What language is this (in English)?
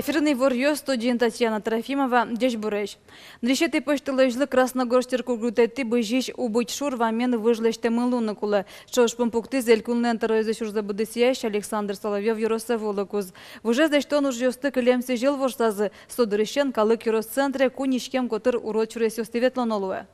Udmurt